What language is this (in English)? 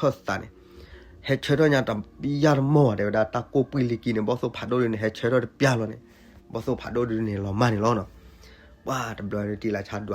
S'gaw Karen